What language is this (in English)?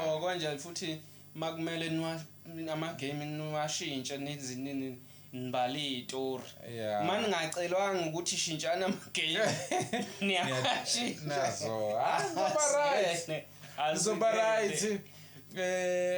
Zulu